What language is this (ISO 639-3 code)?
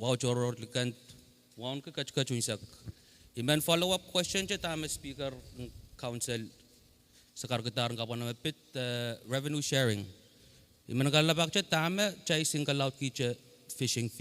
pon